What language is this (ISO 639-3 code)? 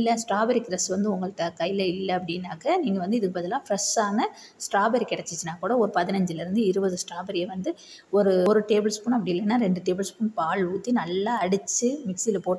tam